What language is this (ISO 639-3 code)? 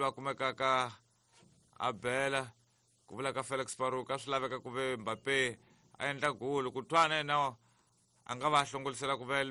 tso